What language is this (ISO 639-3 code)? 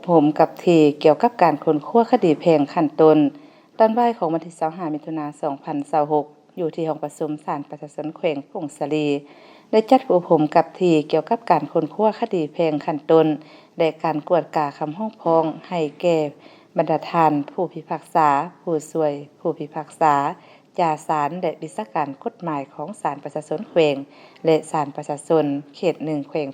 lao